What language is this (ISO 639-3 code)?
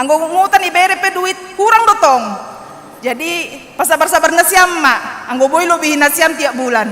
bts